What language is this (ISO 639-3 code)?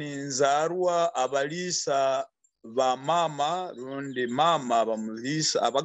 nyo